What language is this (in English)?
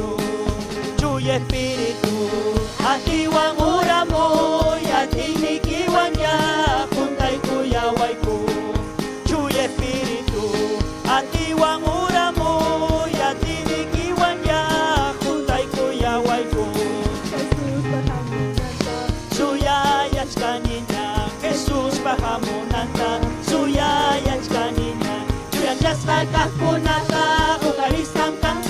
Ayacucho Quechua